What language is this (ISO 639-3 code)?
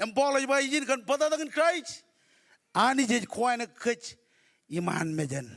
mah